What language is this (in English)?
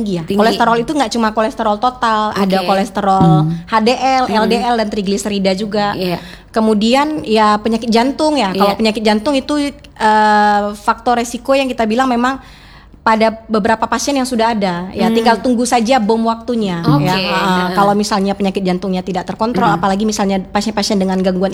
Indonesian